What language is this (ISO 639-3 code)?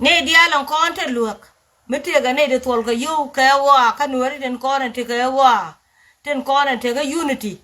nus